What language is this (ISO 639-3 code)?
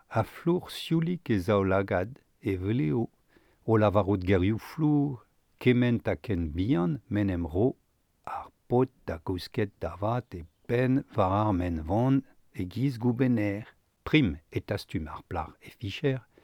bre